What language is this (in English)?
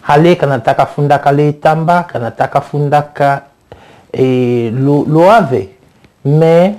Tetela